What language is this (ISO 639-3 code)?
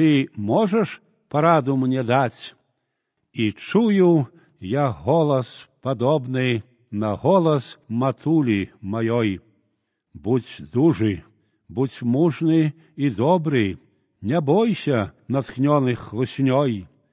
bel